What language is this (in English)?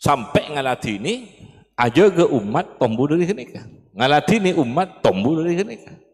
Madurese